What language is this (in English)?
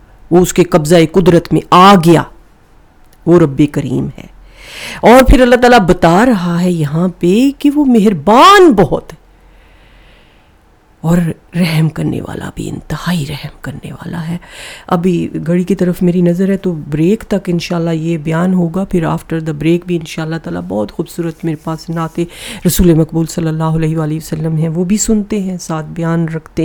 Urdu